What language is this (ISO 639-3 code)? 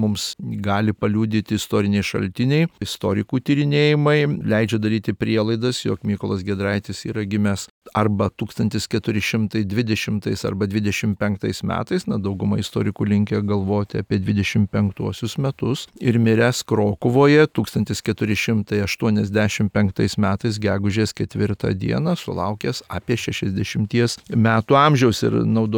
lit